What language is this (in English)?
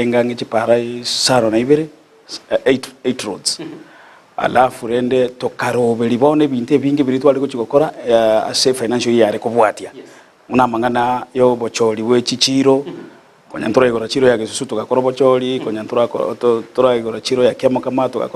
Gusii